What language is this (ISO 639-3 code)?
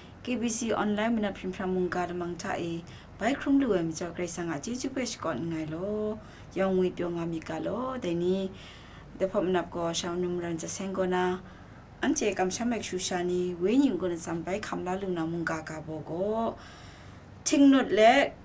kac